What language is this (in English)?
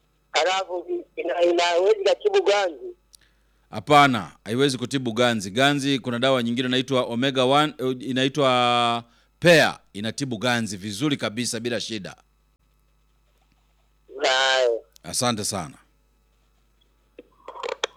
Swahili